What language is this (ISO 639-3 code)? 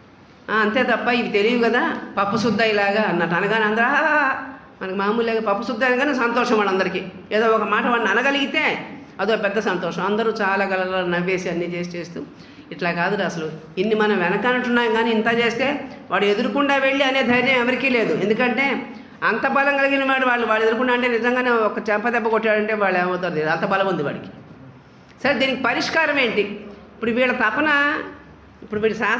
tel